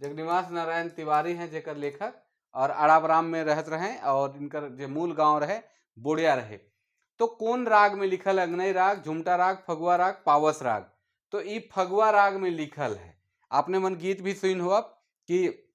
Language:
Sadri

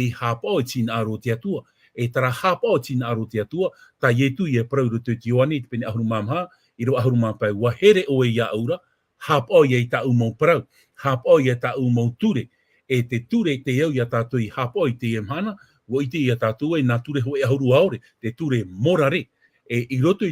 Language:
Tahitian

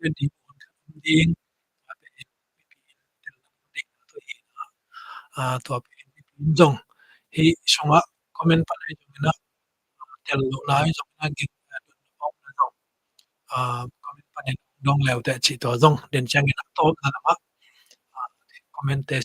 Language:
Tedim Chin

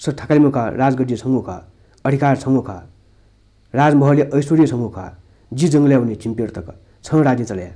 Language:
Newari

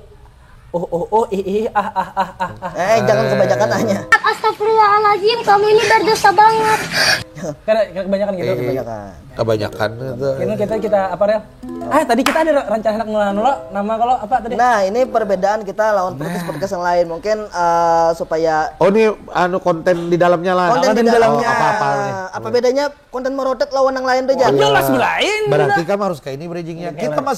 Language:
Banjar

